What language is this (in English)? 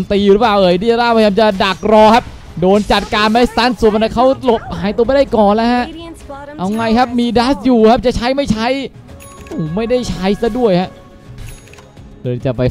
Thai